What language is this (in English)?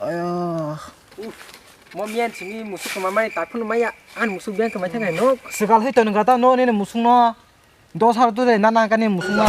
Kok Borok